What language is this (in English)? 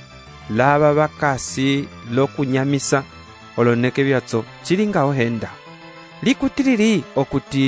Umbundu